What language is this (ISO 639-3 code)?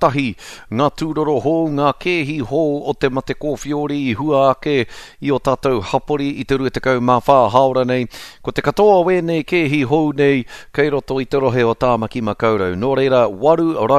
mri